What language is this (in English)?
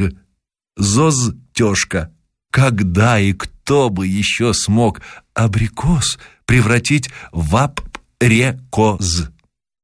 Russian